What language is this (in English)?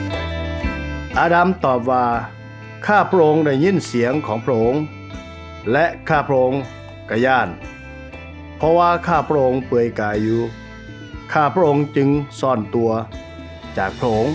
Lao